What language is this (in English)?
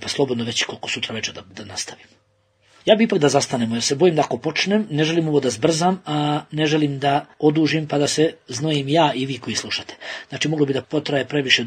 Bosnian